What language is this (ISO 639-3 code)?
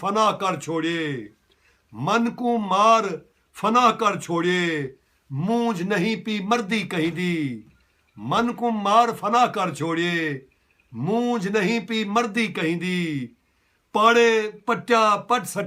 skr